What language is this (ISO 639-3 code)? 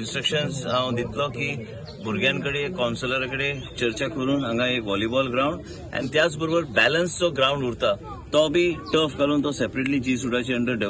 kok